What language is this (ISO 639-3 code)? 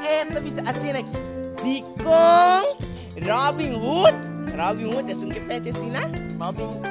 pap